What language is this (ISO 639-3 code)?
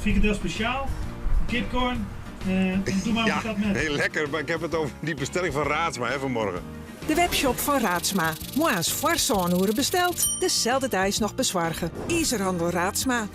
fry